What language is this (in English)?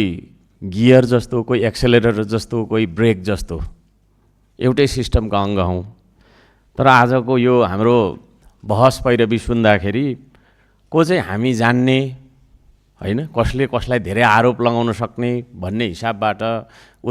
Nepali